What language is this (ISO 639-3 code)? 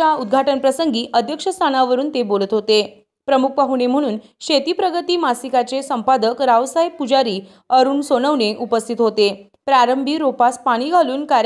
mar